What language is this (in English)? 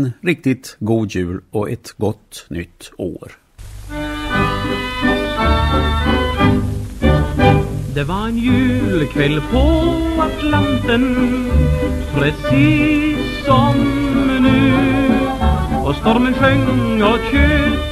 Swedish